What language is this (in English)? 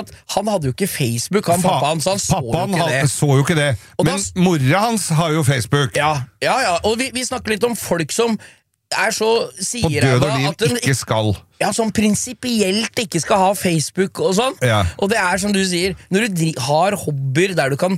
Norwegian